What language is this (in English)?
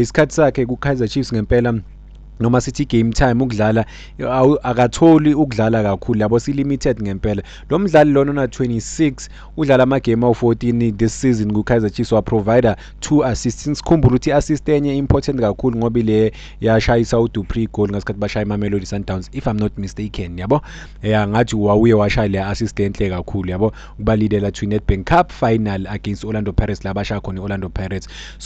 Zulu